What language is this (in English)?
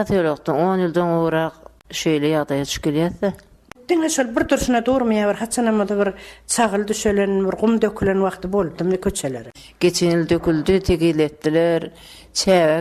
Turkmen